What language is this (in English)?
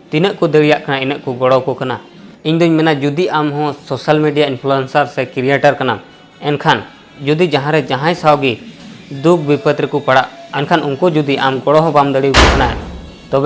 Santali